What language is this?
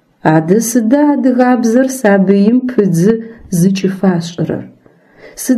Adyghe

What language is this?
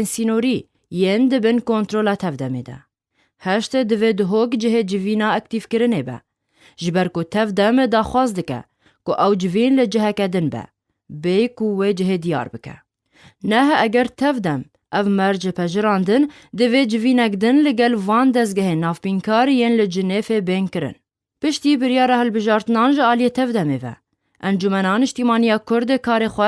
Kurdish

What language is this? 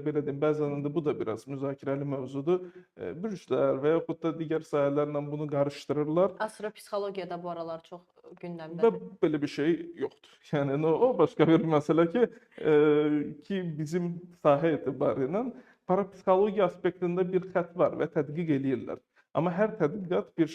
Azerbaijani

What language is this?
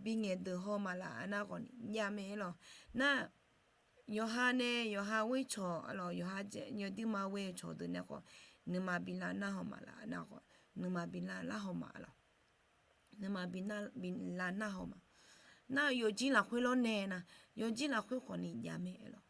Akha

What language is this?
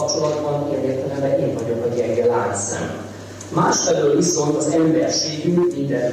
Hungarian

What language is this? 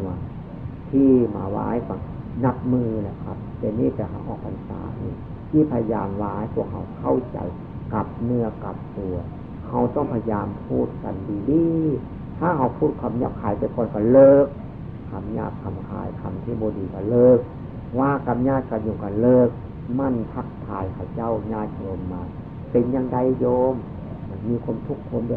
Northeastern Thai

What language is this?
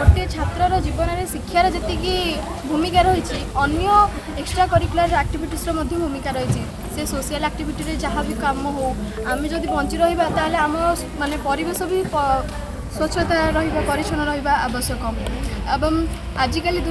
Odia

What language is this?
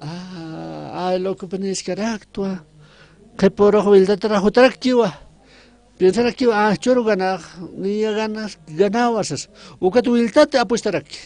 Aymara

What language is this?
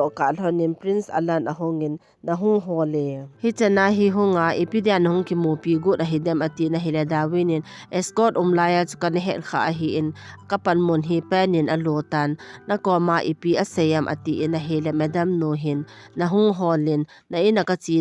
Thado Chin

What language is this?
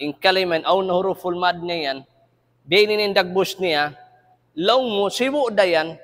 Tausug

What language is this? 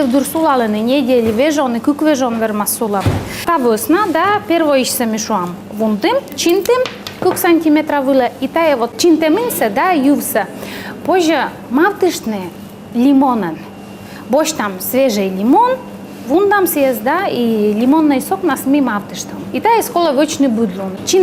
Komi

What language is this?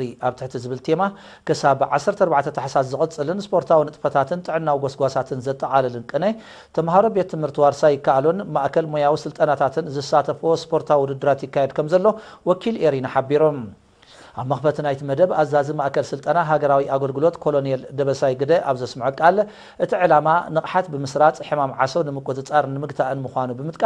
Tigrinya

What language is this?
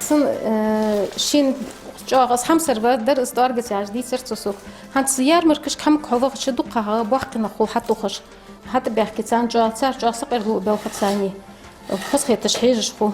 Ingush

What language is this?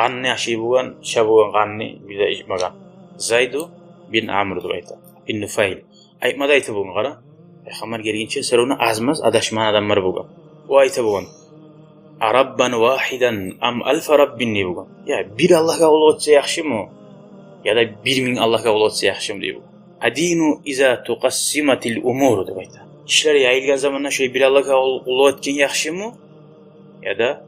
Kumyk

